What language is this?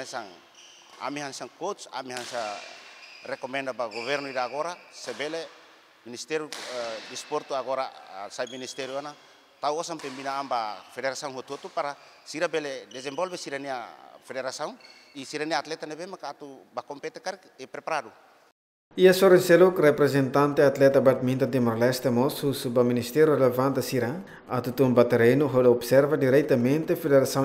Tetum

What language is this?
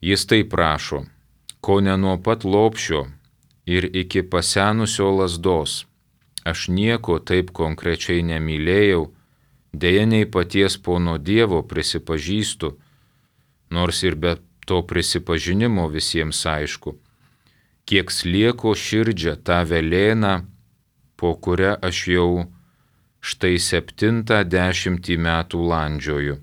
Lithuanian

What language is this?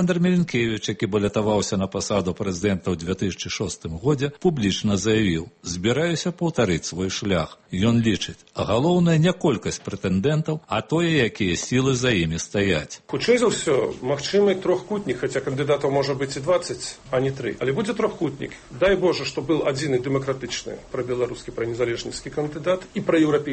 Belarusian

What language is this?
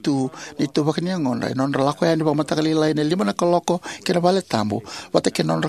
Fijian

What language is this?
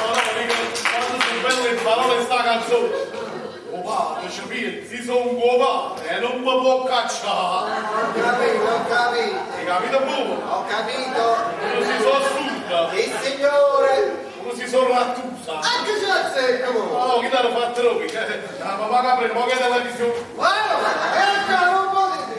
Neapolitan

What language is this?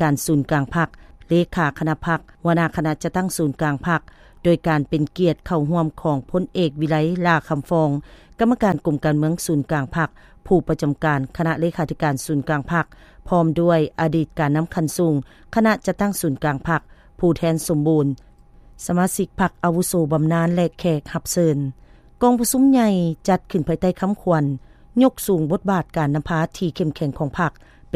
Lao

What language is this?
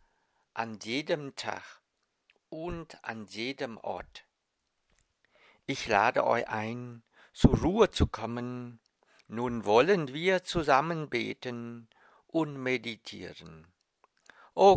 German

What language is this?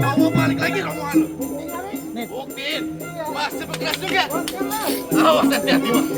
Betawi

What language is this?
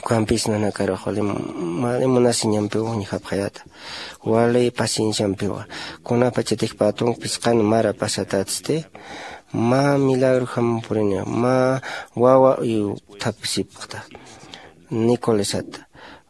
Aymara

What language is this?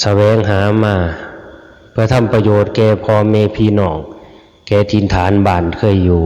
Northeastern Thai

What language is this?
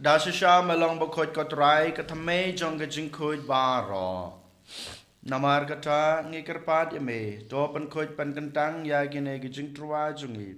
Khasi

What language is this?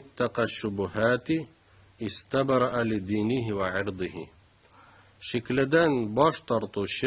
Tatar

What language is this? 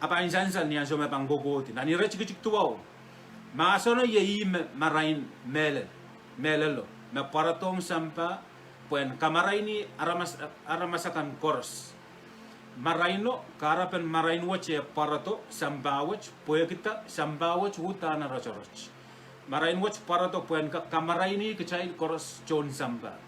Pohnpeian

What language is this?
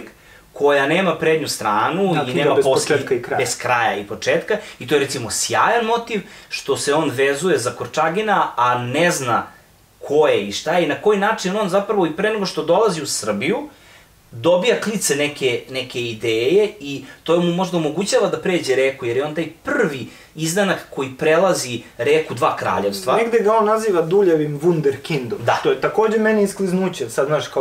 Serbian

